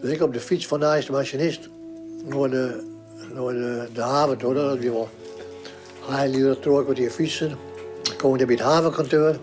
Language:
Western Frisian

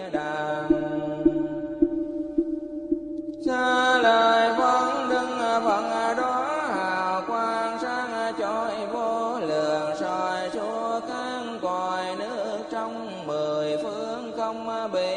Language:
Vietnamese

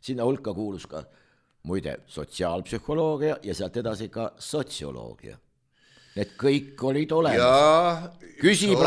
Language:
Estonian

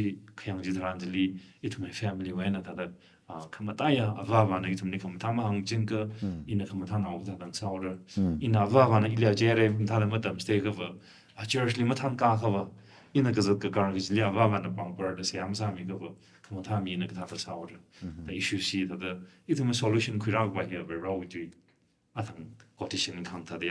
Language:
Tangkhul Naga (India)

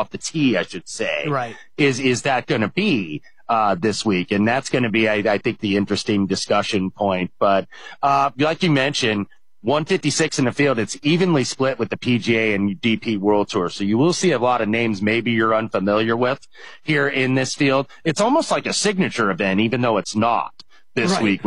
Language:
English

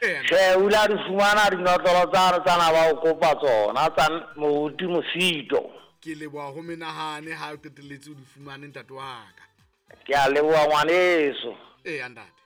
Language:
Southern Sotho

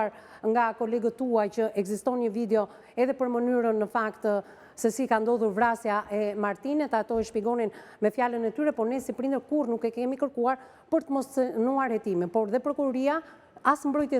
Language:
Albanian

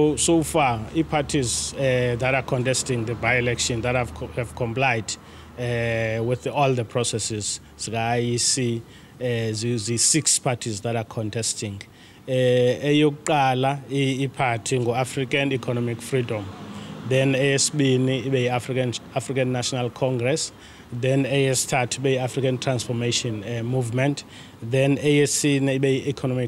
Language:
Zulu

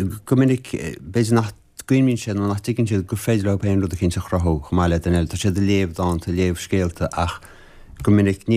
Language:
Irish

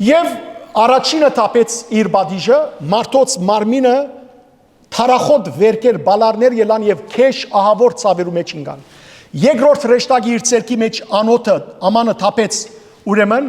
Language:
Western Armenian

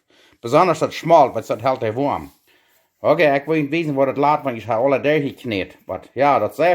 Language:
Plautdietsch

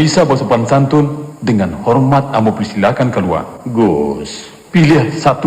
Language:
Minangkabau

